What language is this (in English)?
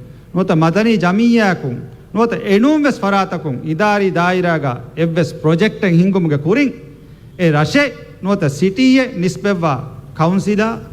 Divehi